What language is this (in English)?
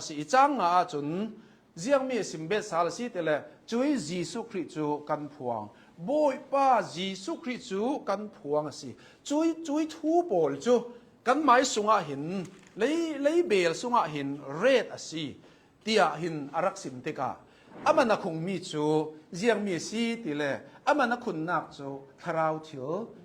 Hakha Chin